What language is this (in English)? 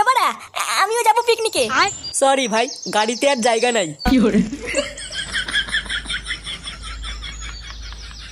Bangla